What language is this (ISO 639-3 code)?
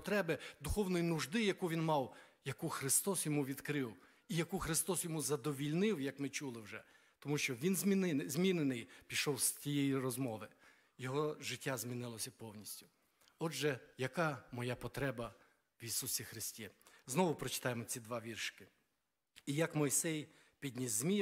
ukr